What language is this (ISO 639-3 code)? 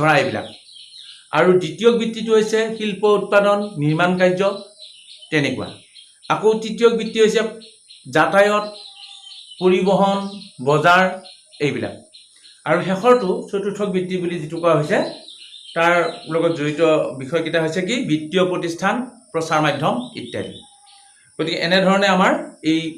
asm